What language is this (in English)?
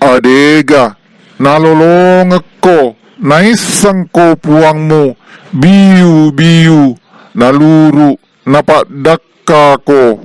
Buginese